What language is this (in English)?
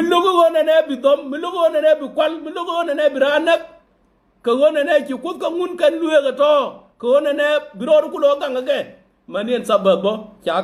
Nuer